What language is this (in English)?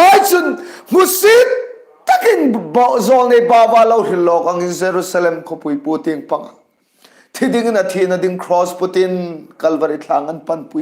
Hmar